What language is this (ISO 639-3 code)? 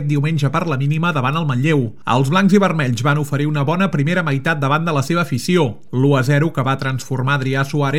cat